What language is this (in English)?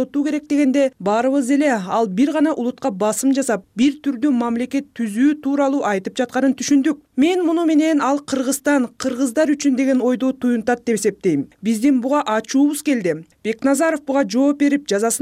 Kyrgyz